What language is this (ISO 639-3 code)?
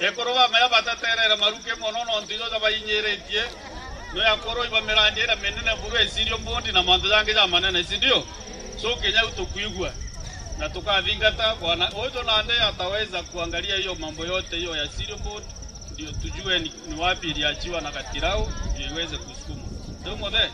mer